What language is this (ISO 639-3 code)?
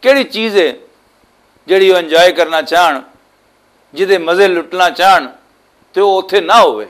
lah